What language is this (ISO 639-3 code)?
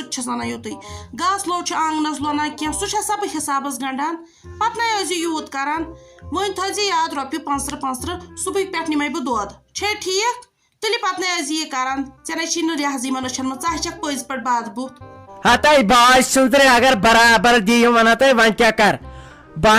kas